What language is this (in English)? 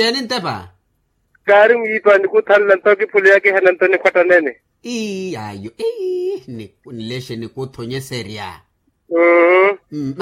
Makhuwa